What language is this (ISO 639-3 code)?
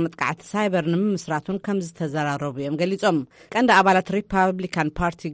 tir